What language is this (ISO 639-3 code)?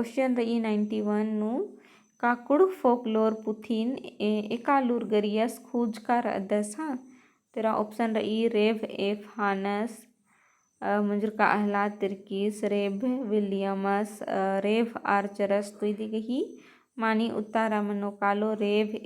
kru